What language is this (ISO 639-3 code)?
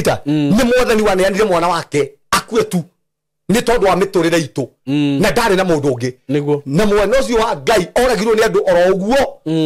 kik